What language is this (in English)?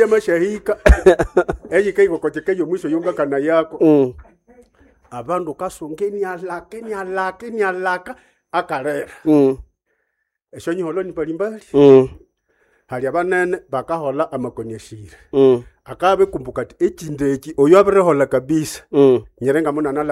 Nande